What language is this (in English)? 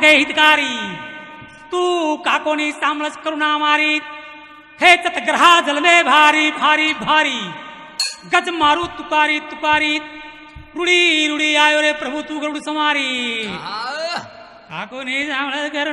Lambadi